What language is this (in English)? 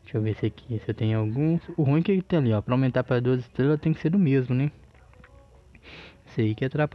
Portuguese